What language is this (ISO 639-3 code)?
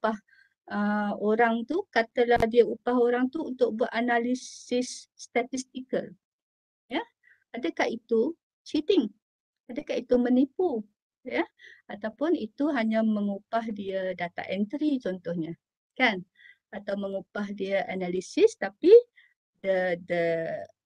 msa